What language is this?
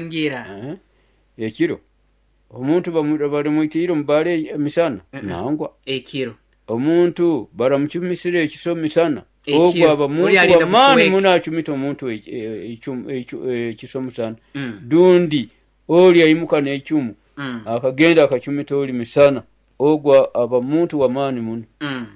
Nyoro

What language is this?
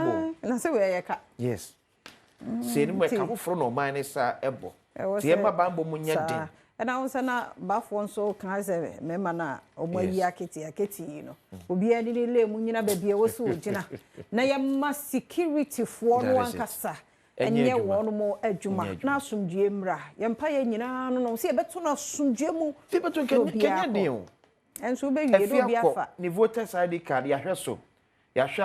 Akan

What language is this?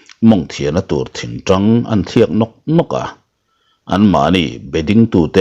Mizo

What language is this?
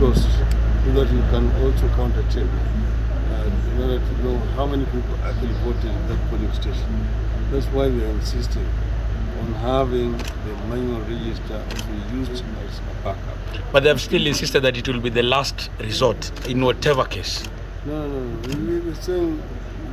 Meru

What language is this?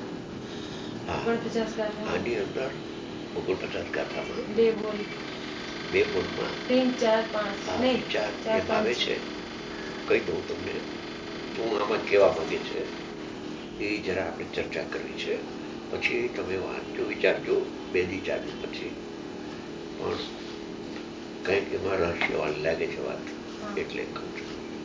Gujarati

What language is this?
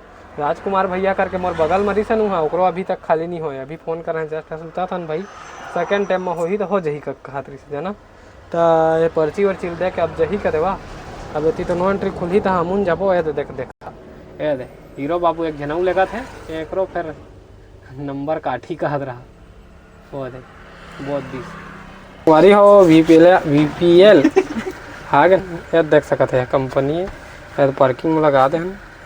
Chhattisgarhi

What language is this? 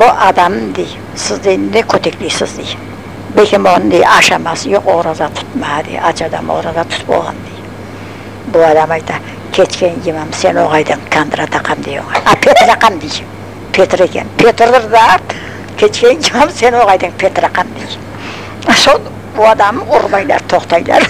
Crimean Tatar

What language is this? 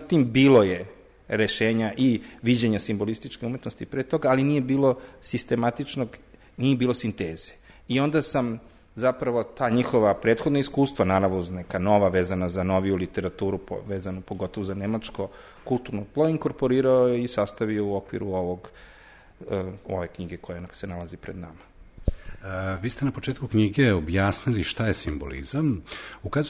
Serbian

